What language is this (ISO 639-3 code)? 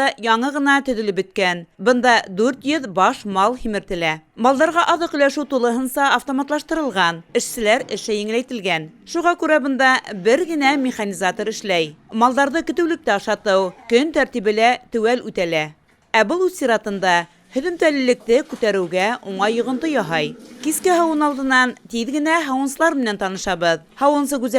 bak